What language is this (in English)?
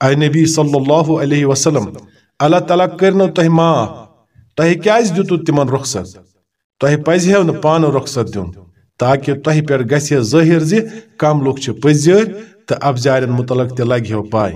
Kashmiri